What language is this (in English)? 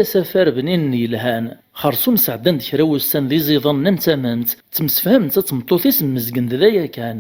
Kabyle